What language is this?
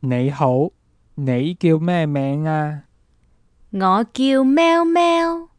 Cantonese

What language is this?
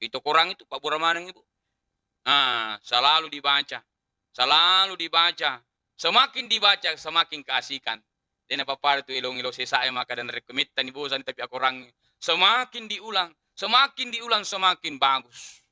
Buginese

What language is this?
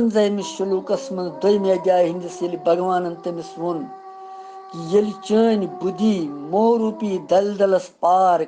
Kashmiri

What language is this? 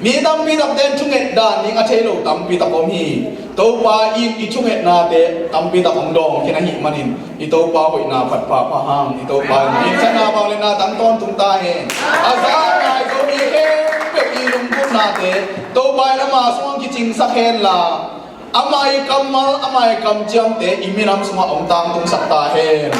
Tedim Chin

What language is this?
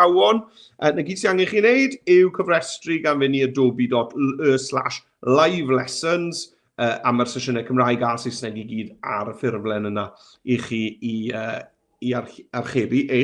Welsh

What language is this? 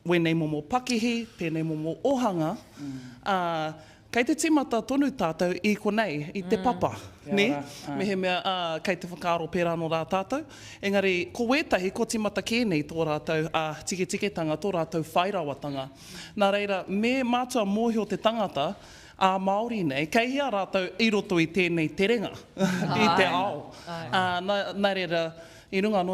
Māori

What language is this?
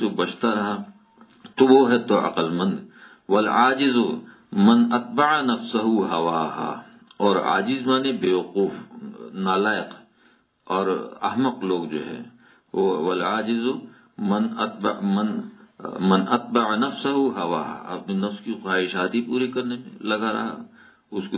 Urdu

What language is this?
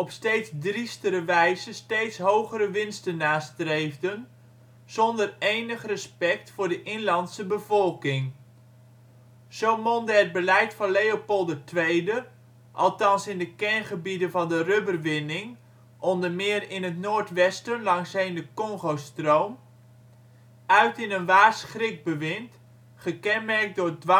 Dutch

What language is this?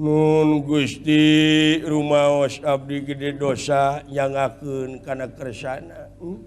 Sundanese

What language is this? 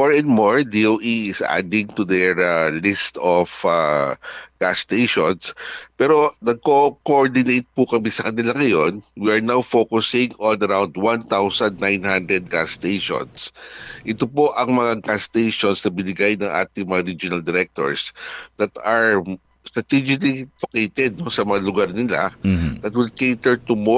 Filipino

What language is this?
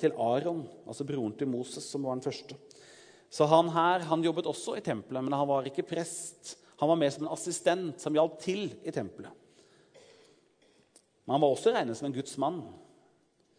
Norwegian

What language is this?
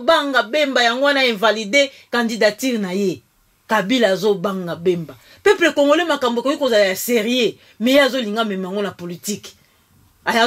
Lingala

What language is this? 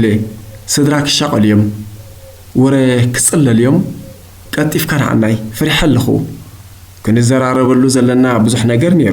Tigrinya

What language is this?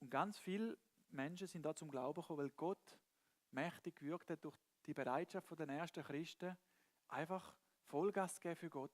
Swiss German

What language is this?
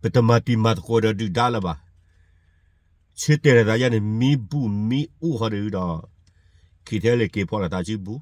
S'gaw Karen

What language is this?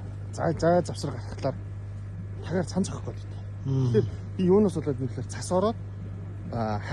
Mongolian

